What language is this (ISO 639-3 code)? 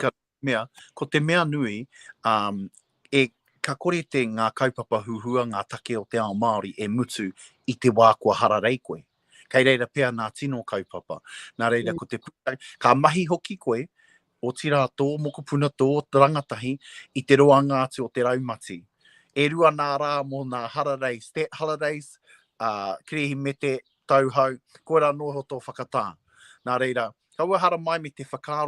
mri